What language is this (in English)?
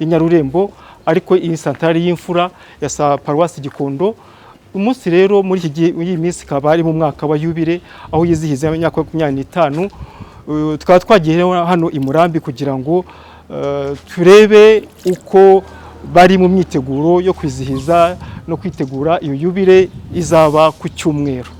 Kinyarwanda